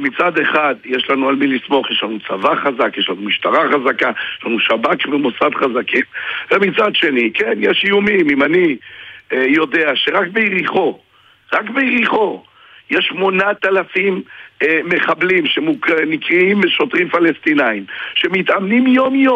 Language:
Hebrew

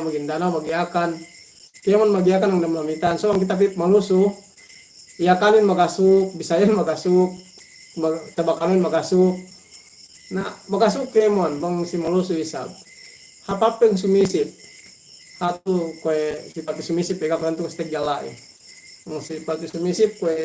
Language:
Yakan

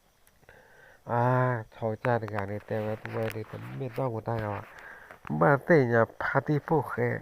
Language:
S'gaw Karen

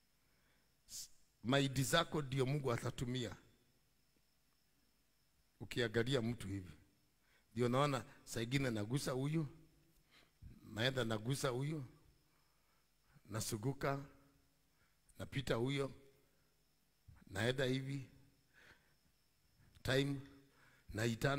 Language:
Swahili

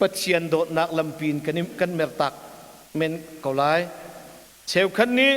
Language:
Hakha Chin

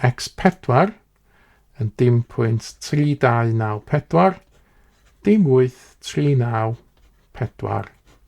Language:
Welsh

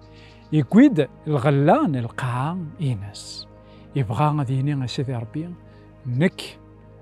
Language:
Kabyle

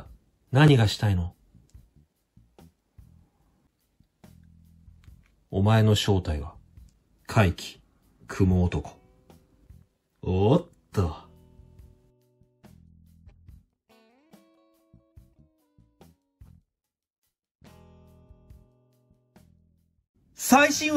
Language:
Japanese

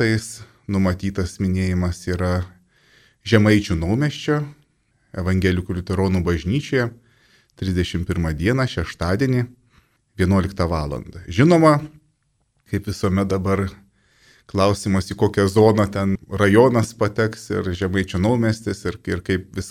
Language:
Lithuanian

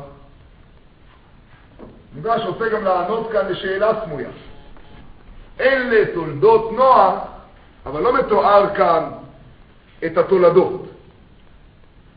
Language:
Hebrew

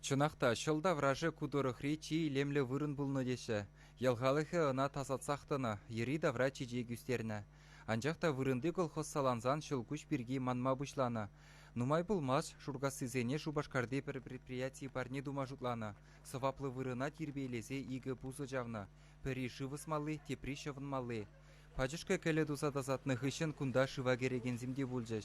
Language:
Chuvash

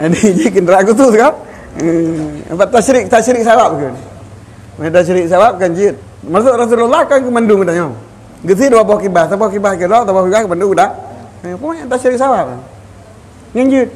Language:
Achinese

